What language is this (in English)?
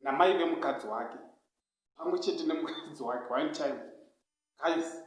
Shona